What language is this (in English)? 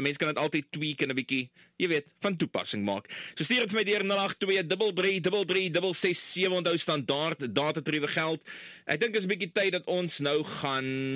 Afrikaans